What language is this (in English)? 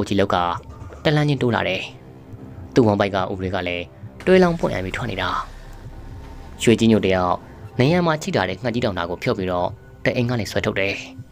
Burmese